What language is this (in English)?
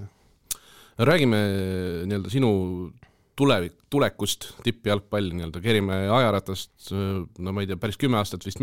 Estonian